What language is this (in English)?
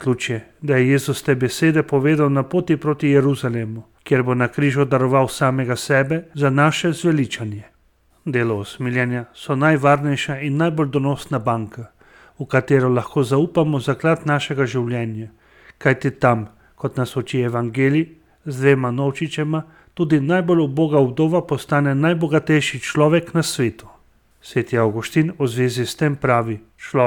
Slovenian